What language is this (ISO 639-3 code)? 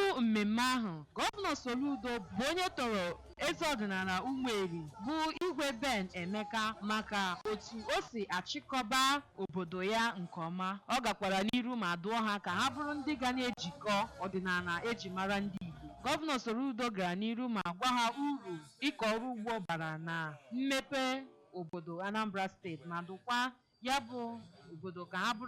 ibo